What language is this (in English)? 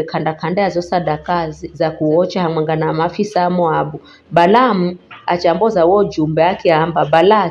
Giryama